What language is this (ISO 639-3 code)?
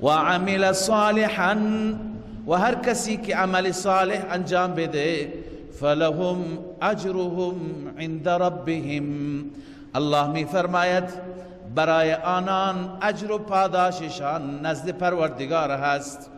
fas